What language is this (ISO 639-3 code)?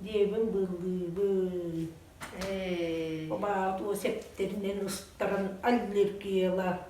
sah